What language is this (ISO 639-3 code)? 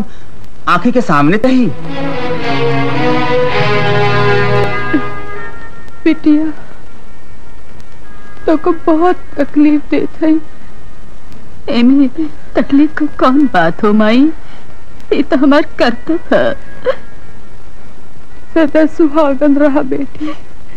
bho